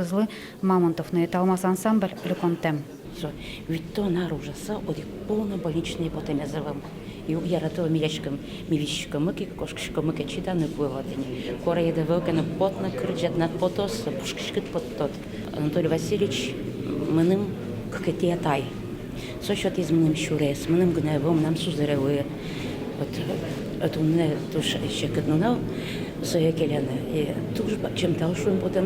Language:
Udmurt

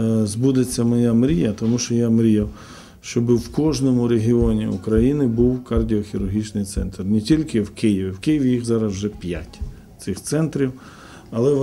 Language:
Ukrainian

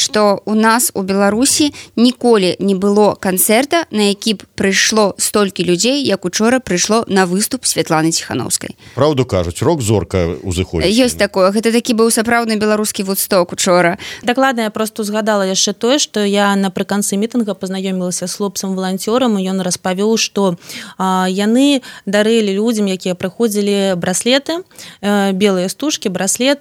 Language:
Belarusian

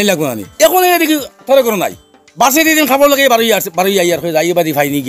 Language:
Sylheti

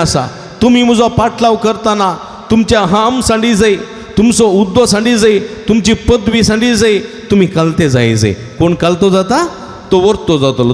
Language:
Konkani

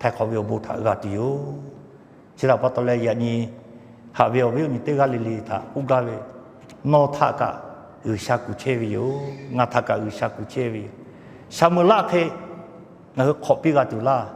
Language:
Lahu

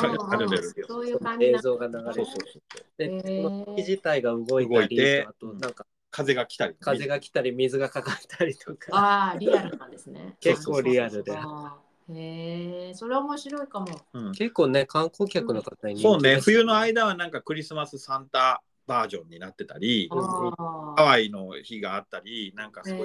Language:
Japanese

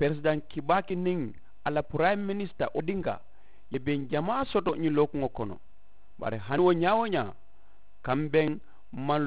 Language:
Mandingo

